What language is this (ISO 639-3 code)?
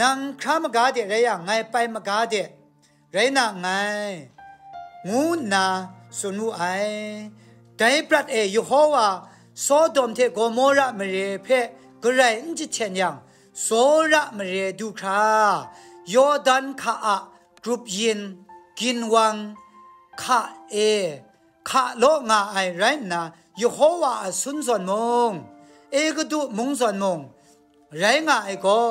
kac